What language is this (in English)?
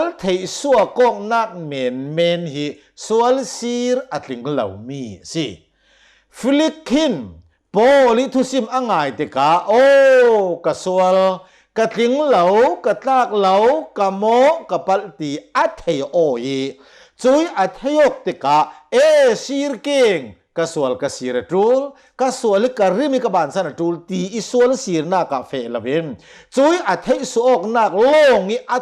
Hakha Chin